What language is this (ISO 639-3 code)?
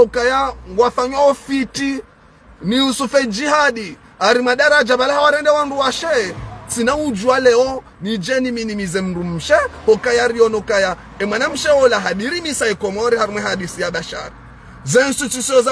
zdj